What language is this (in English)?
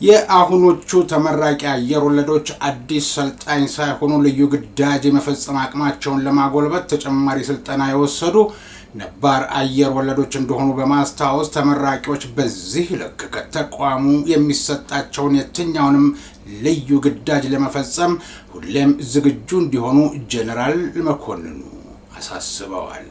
Amharic